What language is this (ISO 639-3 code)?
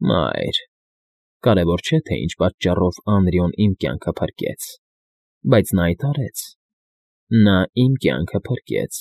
hye